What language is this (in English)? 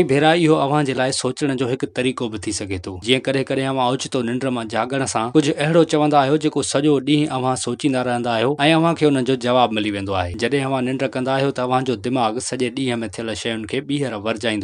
Sindhi